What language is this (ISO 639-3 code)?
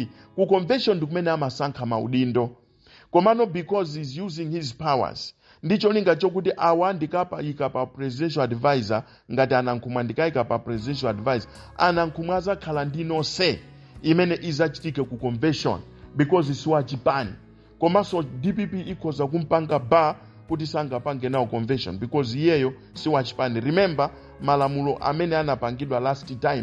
nya